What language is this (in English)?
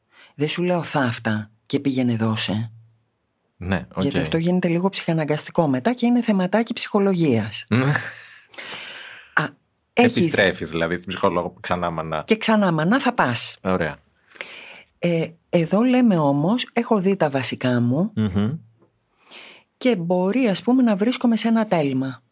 Greek